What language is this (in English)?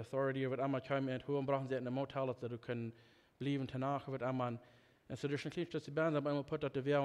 Plautdietsch